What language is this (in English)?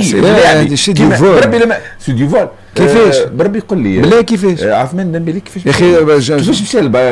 Tunisian Arabic